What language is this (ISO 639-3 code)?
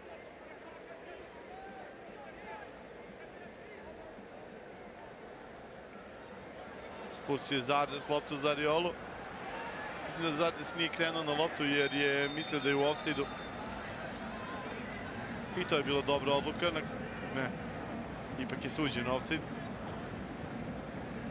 srp